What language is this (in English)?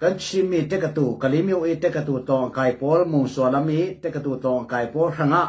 Hakha Chin